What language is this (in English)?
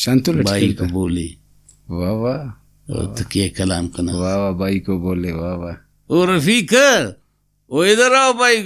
Brahui